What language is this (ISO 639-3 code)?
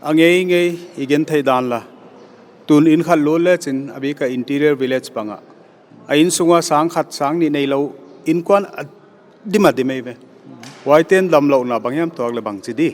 pck